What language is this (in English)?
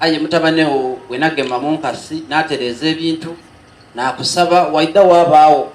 Soga